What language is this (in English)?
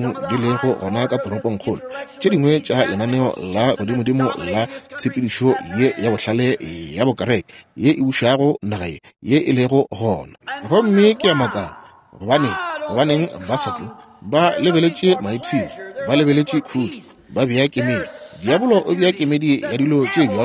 Northern Sotho